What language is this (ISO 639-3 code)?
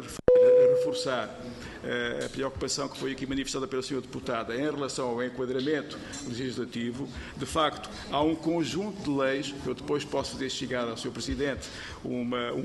por